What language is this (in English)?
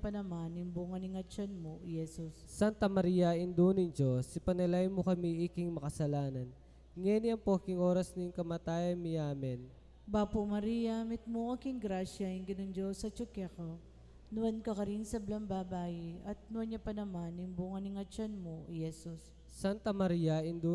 Pampanga